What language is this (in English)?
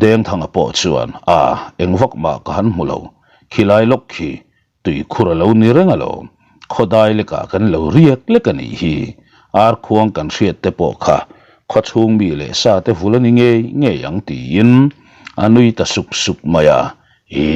Mizo